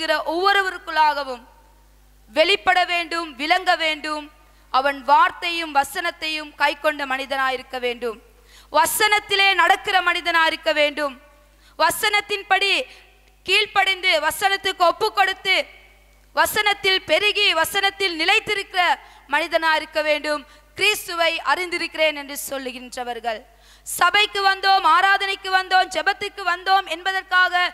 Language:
Tamil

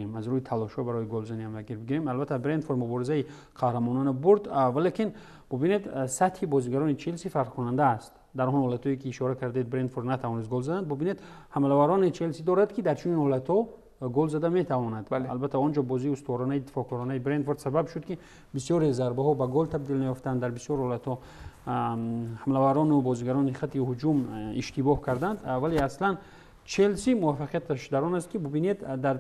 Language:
Tajik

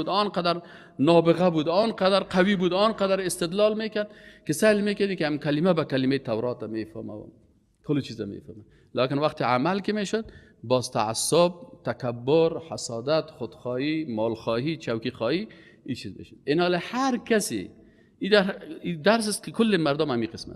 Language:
Persian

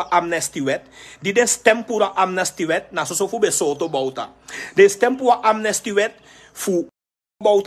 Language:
Sranan Tongo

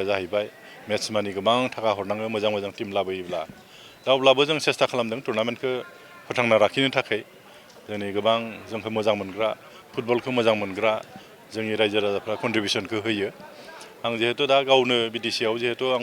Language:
Bodo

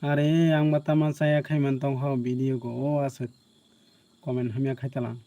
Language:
Kok Borok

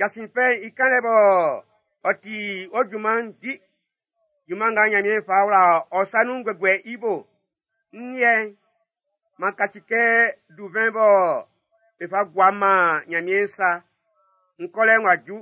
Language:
Baoulé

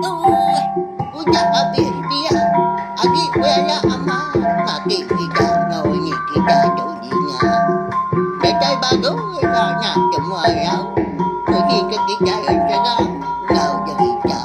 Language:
Iban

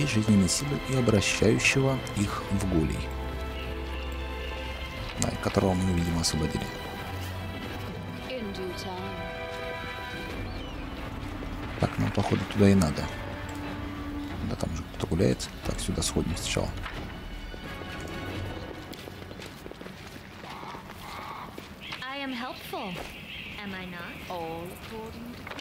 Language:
Russian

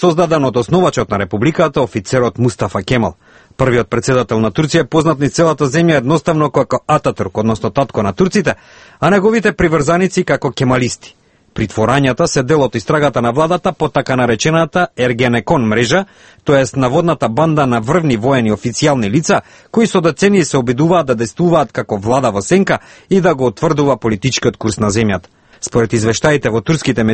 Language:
Macedonian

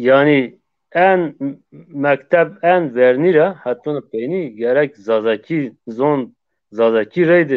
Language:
Zaza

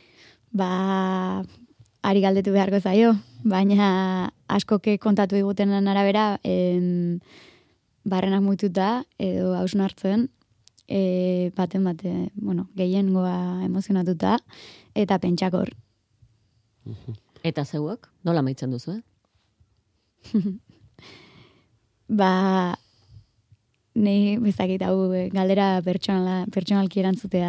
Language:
Basque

